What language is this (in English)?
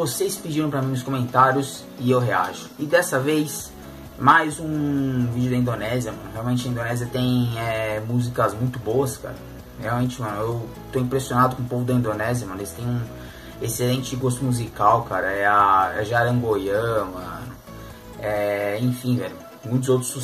Portuguese